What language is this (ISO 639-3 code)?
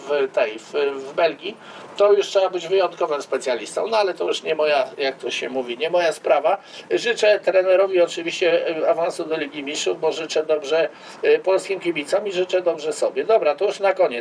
pol